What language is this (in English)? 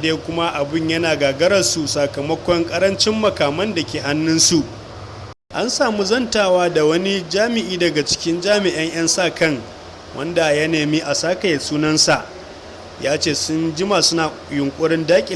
Hausa